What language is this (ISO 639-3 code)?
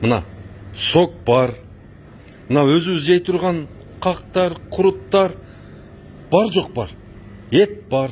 kir